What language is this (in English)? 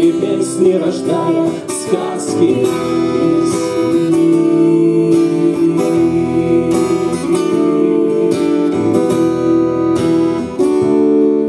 Russian